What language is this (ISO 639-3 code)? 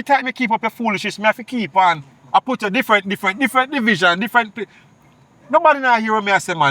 jam